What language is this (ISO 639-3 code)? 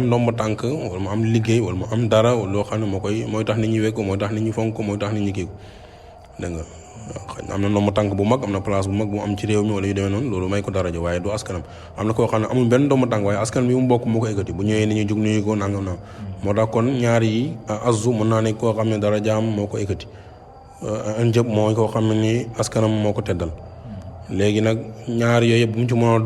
wol